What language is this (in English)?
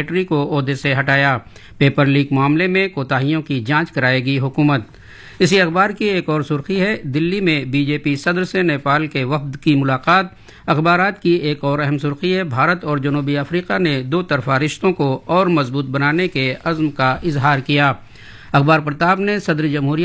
Urdu